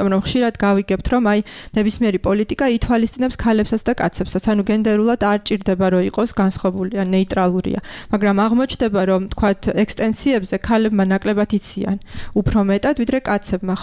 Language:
Georgian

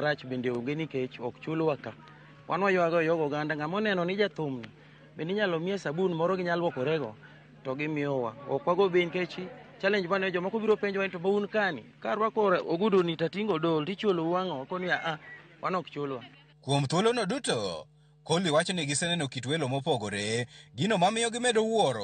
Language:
Luo (Kenya and Tanzania)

